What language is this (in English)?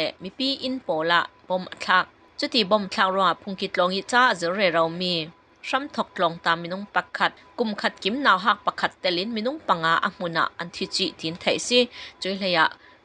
Falam Chin